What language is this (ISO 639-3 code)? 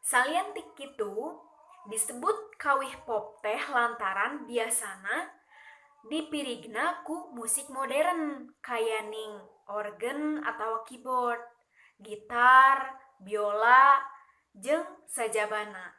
sun